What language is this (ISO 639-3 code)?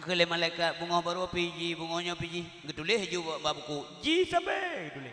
ace